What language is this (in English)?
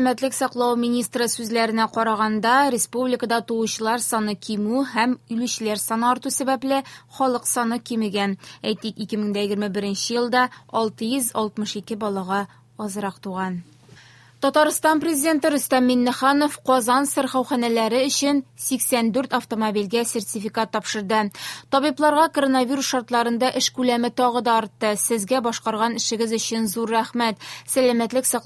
Tatar